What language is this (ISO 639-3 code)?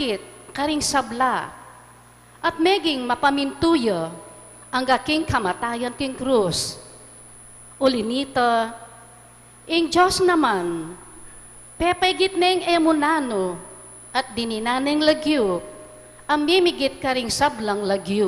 pam